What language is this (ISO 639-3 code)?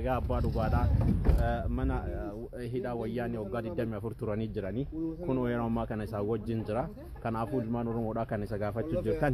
orm